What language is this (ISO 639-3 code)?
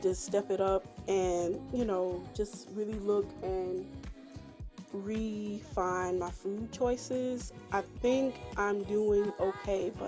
eng